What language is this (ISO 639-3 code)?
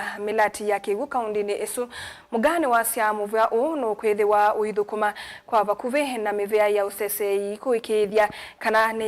kam